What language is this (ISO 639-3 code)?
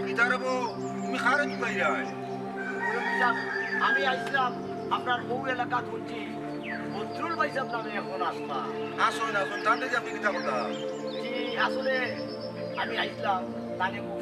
syl